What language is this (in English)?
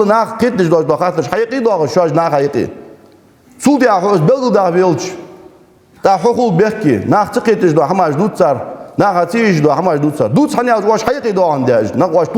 Ingush